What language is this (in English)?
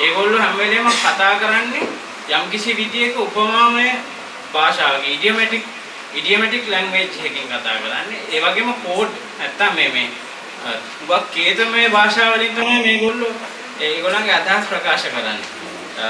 Sinhala